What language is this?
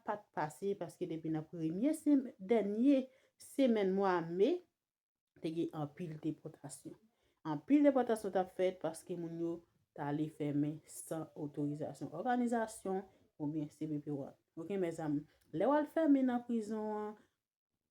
Haitian Creole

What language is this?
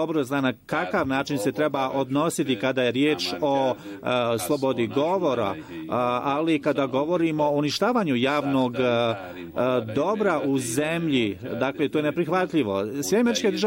Bosnian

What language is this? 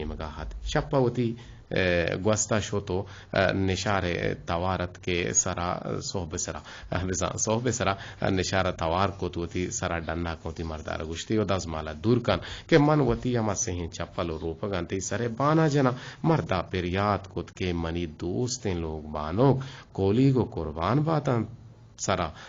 Eastern Balochi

